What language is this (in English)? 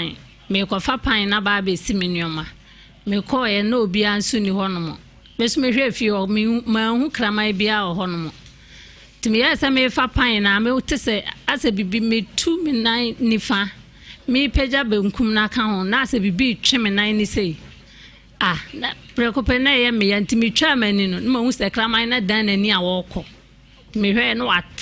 Akan